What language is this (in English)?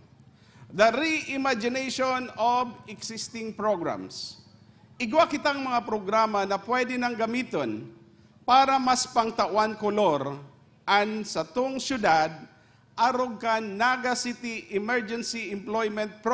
Bikol